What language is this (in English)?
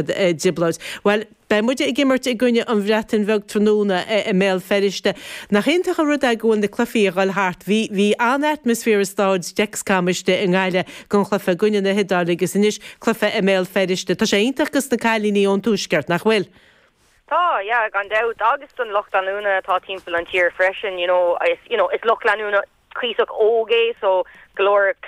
Irish